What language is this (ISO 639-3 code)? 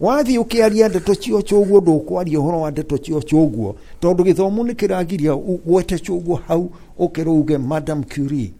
kik